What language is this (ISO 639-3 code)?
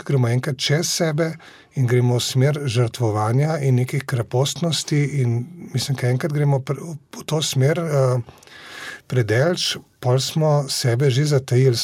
slv